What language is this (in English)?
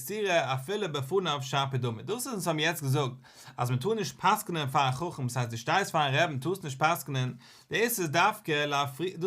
Yiddish